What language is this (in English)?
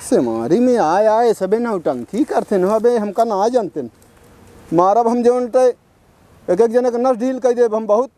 Awadhi